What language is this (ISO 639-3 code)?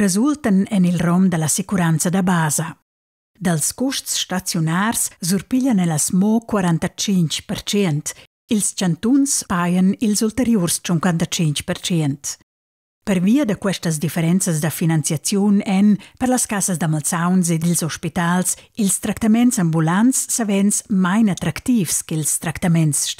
roh